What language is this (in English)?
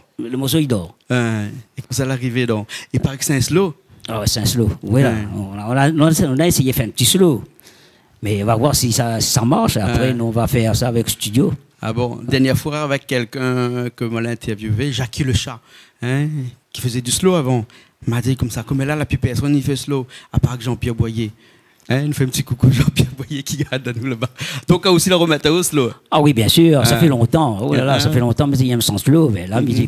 Réunion Creole French